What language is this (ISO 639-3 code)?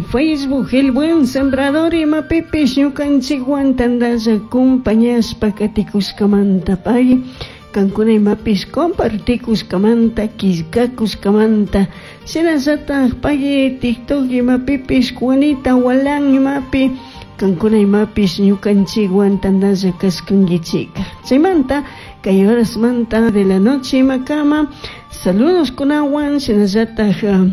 qug